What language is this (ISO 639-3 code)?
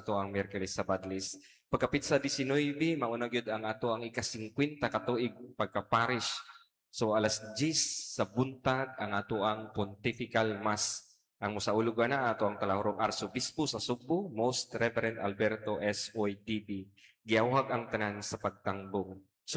ceb